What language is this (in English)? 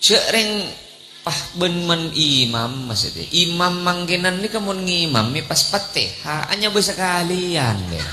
Madurese